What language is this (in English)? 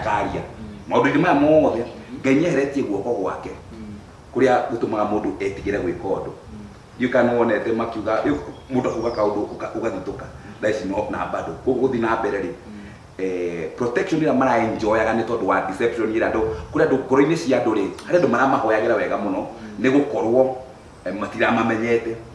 Kikuyu